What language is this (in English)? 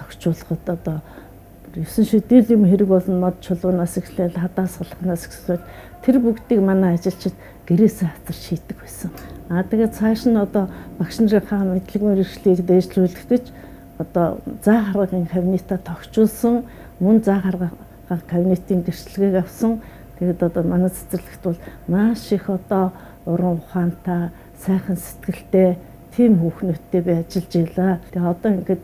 Mongolian